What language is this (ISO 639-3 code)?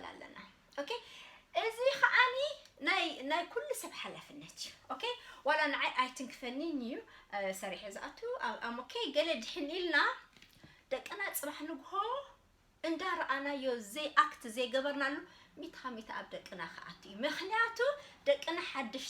tir